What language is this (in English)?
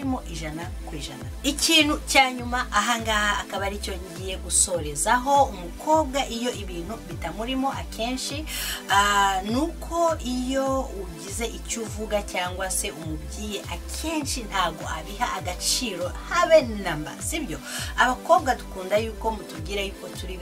Kinyarwanda